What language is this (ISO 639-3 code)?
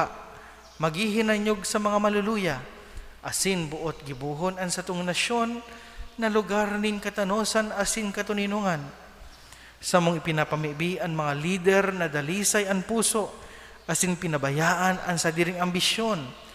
bik